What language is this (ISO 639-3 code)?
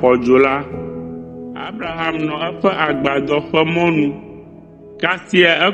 ewe